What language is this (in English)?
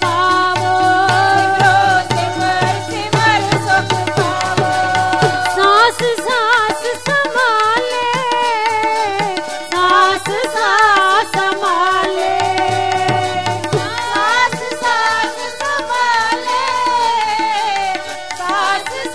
Punjabi